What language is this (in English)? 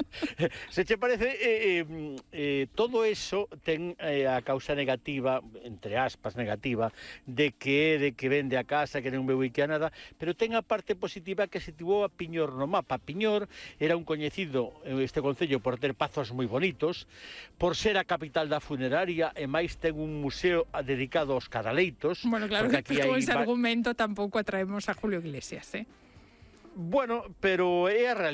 Galician